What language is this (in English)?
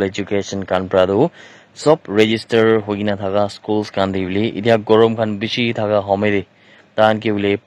Naga Pidgin